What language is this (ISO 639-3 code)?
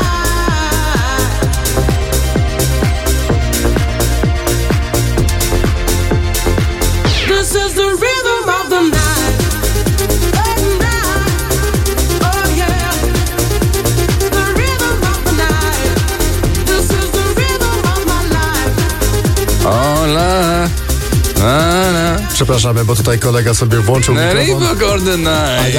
pol